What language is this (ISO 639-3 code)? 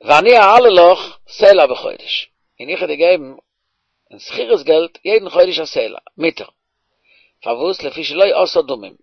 yid